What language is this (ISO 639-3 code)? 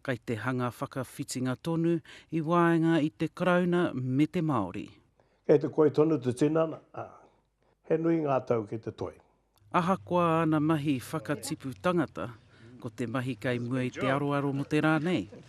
mri